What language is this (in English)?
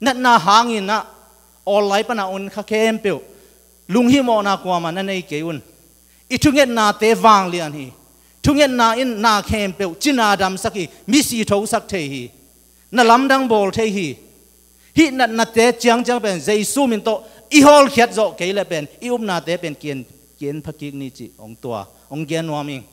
Tedim Chin